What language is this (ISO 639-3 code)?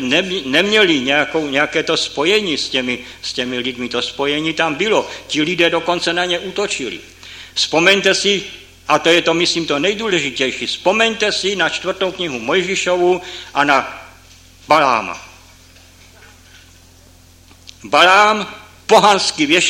ces